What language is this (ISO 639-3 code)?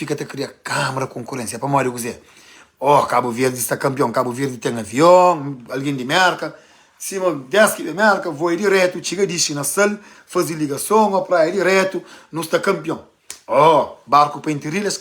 kea